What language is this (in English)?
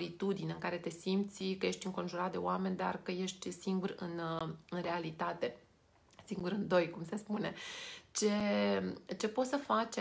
Romanian